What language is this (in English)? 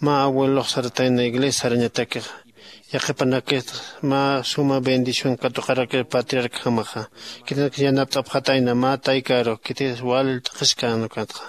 Aymara